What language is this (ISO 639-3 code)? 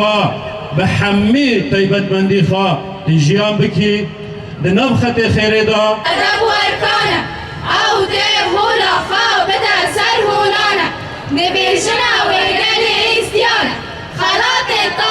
kur